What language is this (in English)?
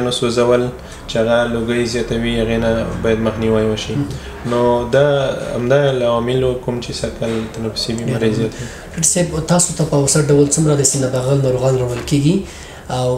Pashto